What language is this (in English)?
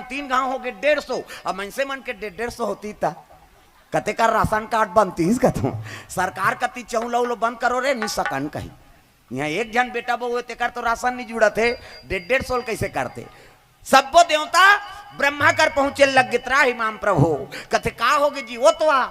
Chhattisgarhi